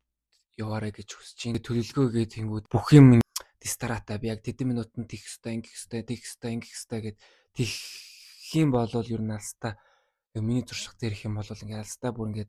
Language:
Mongolian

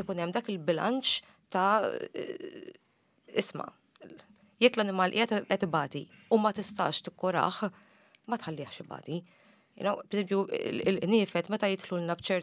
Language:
Maltese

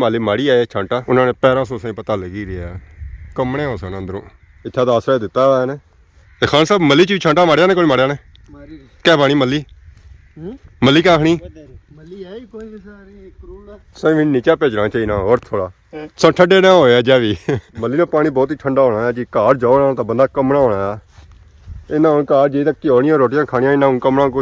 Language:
Pahari-Potwari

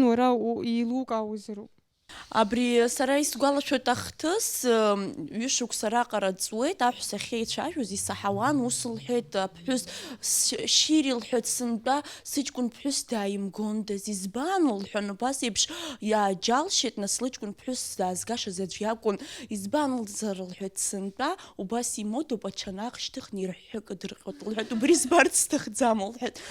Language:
Abkhazian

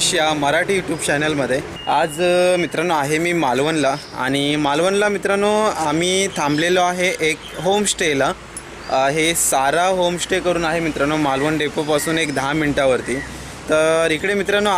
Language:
Marathi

